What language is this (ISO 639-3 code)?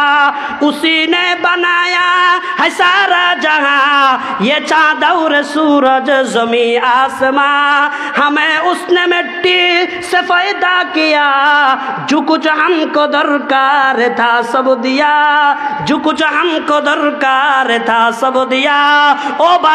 ben